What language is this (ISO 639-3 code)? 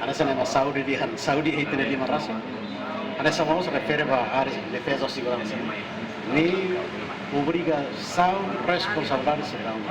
tet